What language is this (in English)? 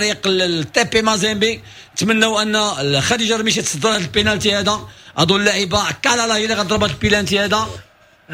Moroccan Arabic